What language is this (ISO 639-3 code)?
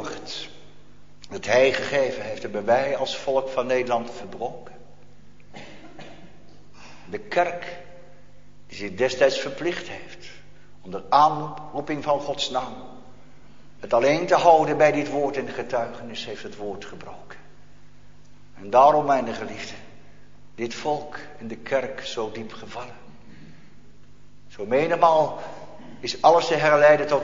nld